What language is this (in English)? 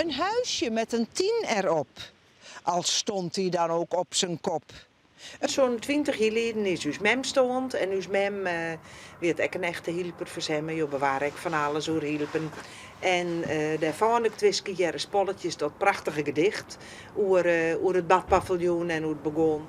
Western Frisian